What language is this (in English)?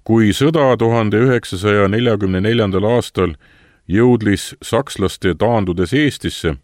Estonian